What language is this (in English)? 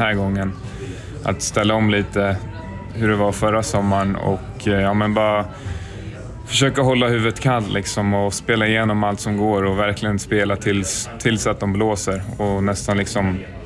Swedish